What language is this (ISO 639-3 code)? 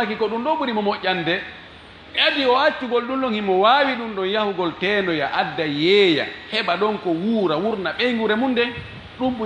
ful